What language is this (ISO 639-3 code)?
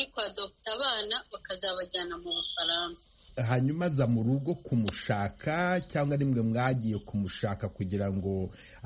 kin